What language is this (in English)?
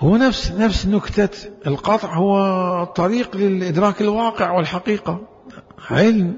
Mesopotamian Arabic